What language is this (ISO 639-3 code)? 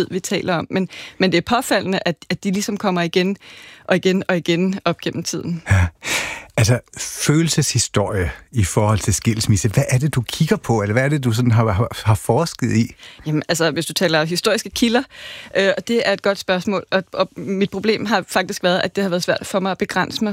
dan